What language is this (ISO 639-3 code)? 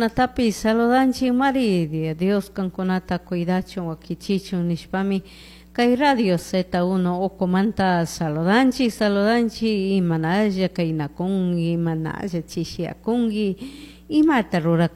qug